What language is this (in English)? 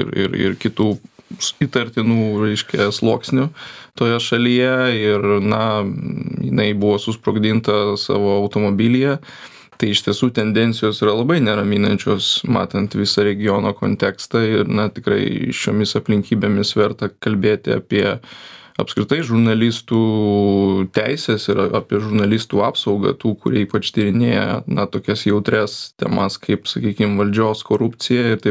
Lithuanian